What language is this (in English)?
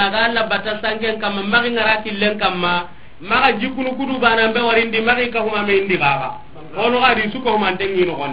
Soninke